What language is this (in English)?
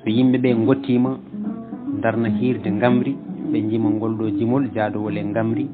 Fula